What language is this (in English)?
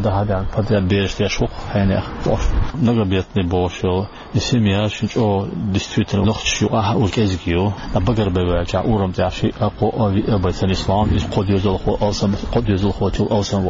Chechen